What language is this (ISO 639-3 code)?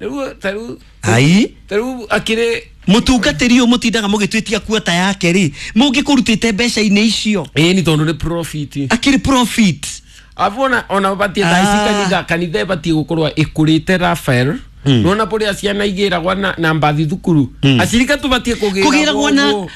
kik